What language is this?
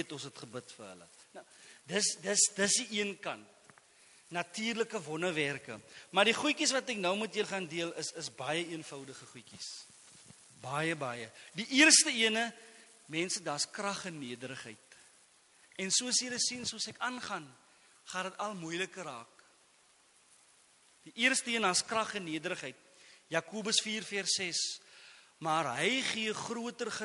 Afrikaans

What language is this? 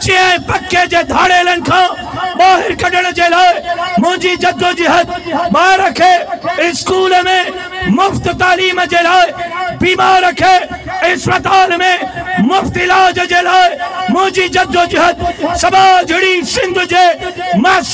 Sindhi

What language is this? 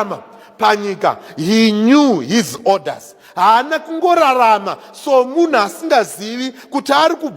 Shona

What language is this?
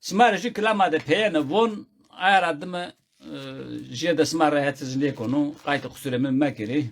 Zaza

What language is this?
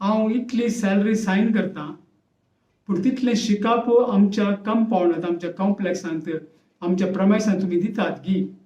Konkani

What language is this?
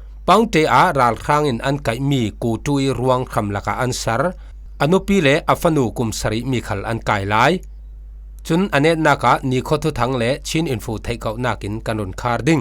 Falam Chin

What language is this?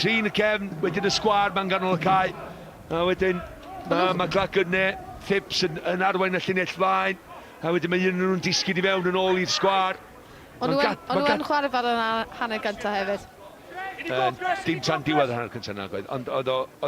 Welsh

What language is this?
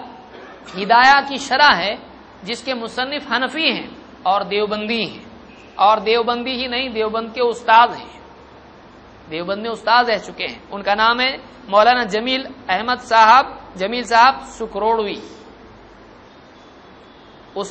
Urdu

